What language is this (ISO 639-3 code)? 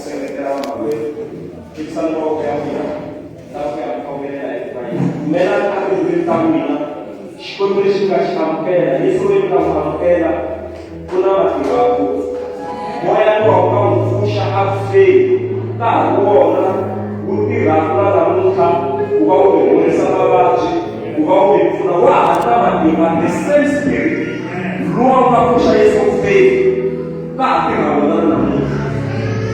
tso